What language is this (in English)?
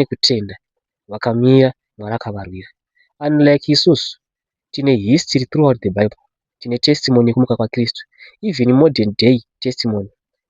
Shona